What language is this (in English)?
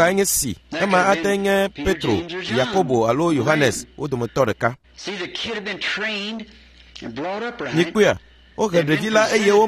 Ewe